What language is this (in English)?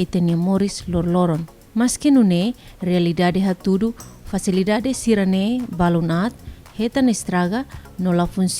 Tetum